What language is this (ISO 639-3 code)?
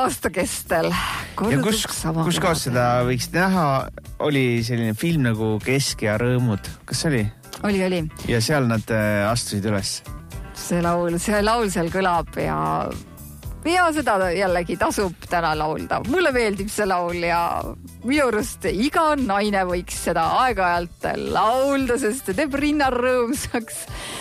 est